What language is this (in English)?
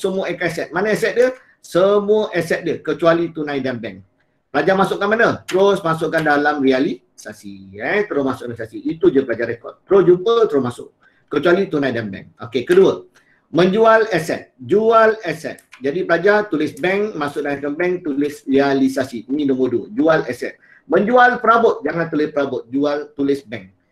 Malay